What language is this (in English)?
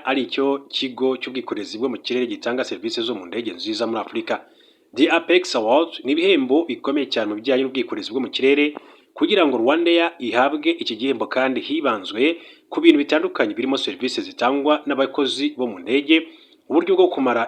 Kinyarwanda